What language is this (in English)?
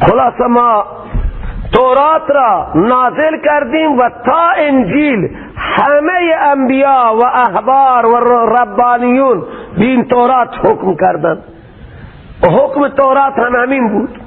Persian